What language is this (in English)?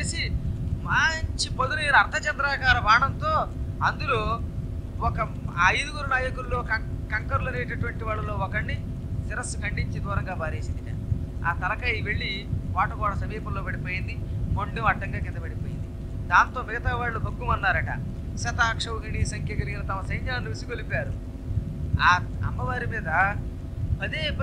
Telugu